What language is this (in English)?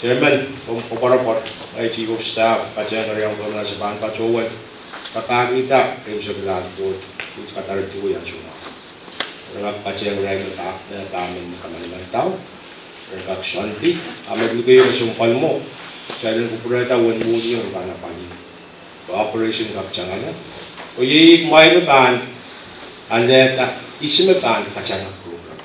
Pohnpeian